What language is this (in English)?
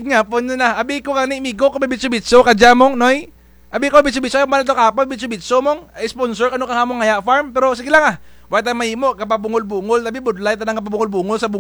Kinaray-a